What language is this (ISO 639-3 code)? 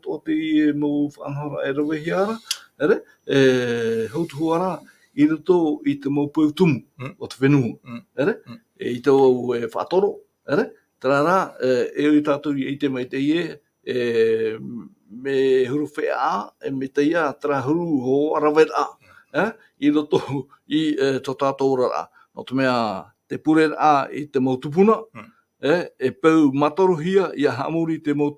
tah